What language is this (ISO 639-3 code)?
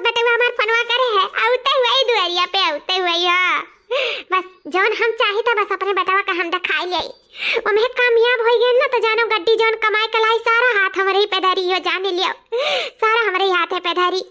awa